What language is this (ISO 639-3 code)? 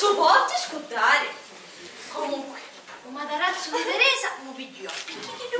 scn